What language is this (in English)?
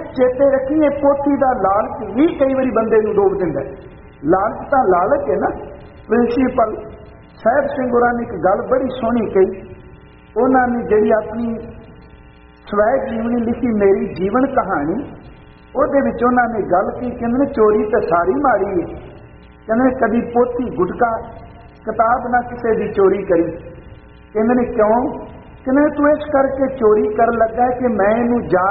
Punjabi